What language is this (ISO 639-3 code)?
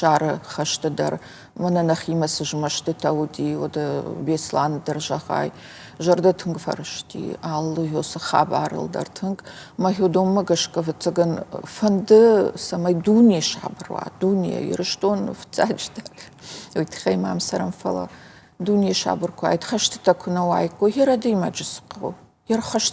oss